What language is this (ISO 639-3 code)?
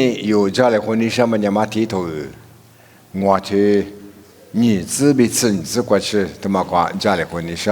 lis